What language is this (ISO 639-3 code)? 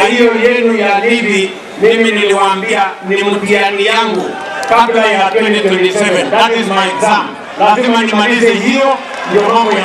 mer